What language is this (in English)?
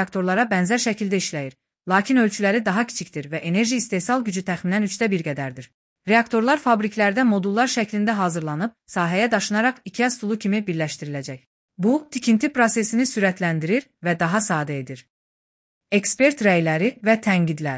Azerbaijani